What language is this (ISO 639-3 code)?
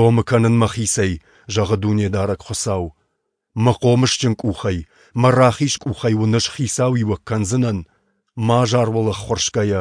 oss